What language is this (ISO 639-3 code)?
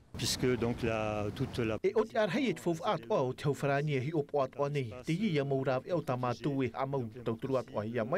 tah